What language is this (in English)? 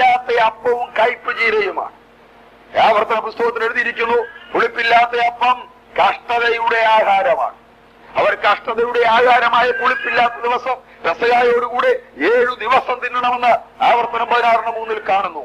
Malayalam